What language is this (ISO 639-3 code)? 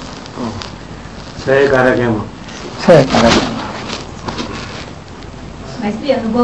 guj